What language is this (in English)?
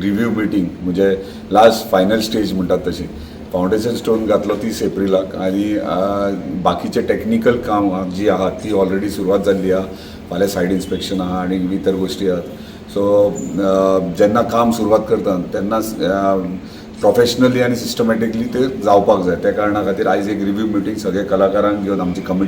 Konkani